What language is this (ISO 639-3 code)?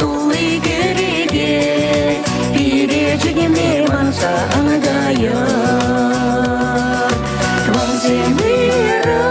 chv